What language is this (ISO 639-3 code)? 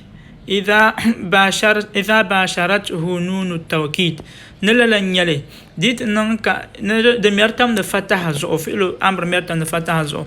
dag